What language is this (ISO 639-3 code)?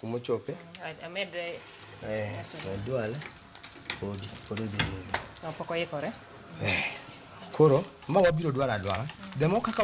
luo